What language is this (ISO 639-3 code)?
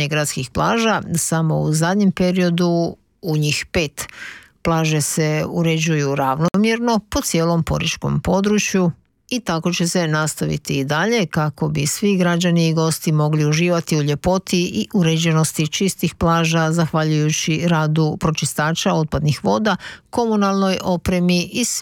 hrv